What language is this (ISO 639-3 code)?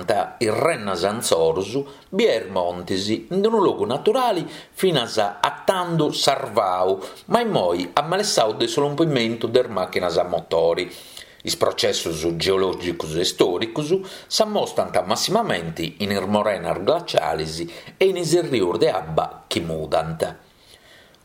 srd